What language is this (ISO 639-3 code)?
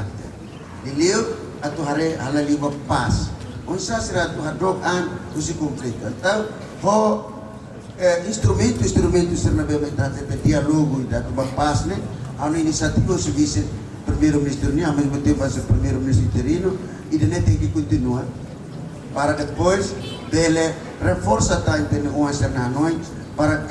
tet